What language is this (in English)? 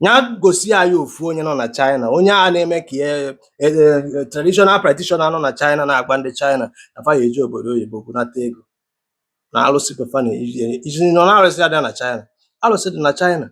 Igbo